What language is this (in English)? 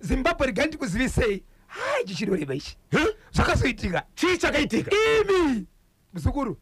Shona